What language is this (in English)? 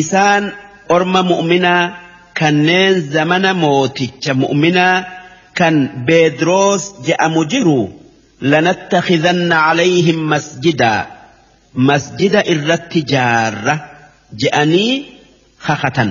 Oromo